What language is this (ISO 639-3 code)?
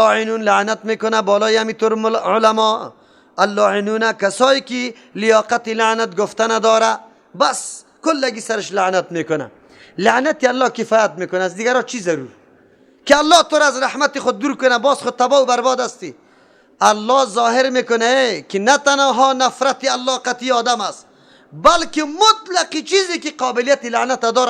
fas